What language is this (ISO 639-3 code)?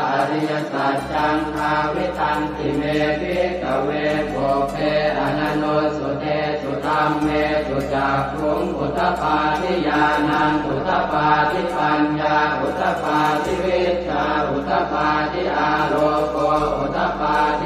pli